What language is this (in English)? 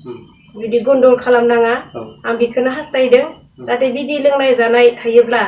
Bodo